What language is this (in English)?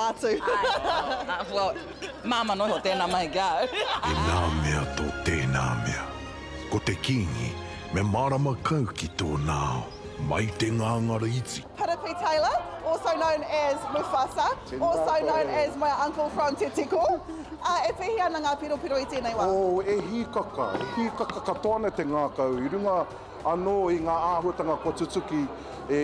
Māori